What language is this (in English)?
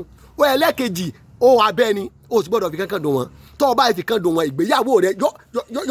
Yoruba